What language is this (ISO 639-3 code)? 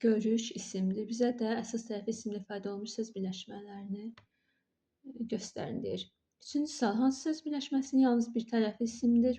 aze